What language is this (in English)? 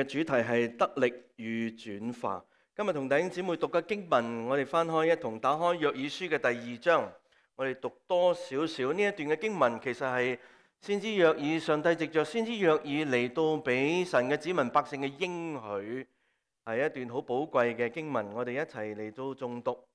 Cantonese